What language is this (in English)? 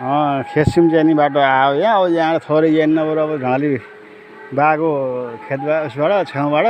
Nepali